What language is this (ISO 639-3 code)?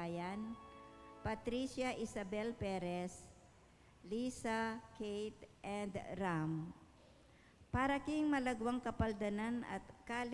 pam